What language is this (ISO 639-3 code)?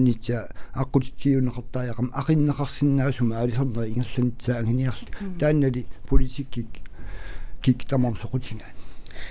kal